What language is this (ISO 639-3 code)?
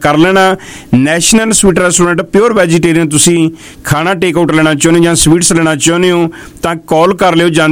pan